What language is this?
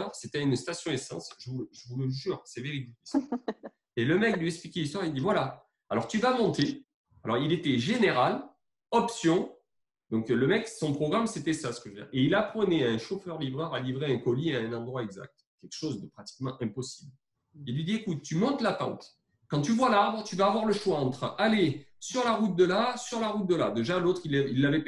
French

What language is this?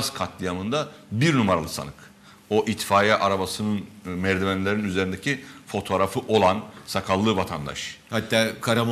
Turkish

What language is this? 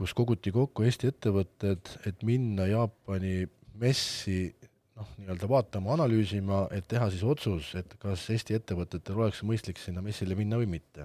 Estonian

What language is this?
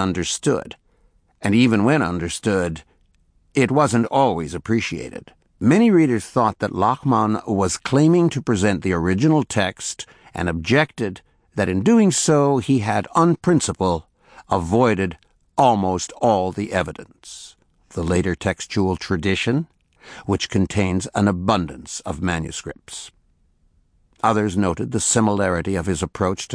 English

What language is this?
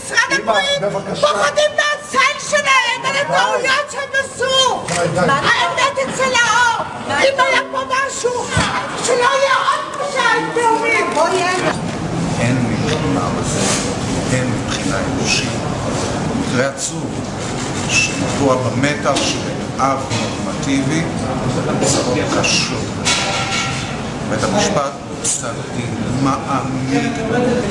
Hebrew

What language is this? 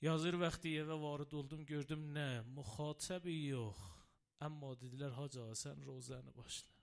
Azerbaijani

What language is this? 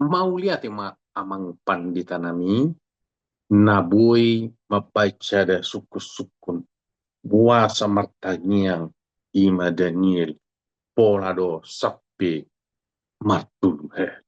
Batak Toba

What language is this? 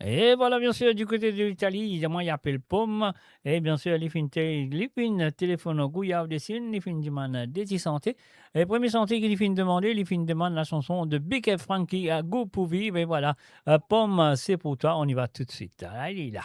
Morisyen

